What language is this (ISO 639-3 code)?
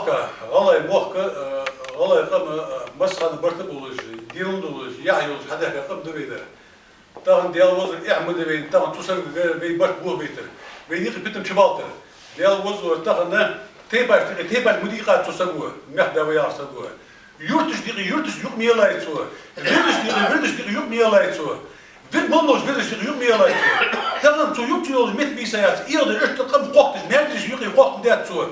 inh